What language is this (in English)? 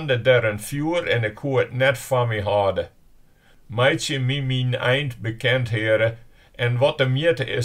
Western Frisian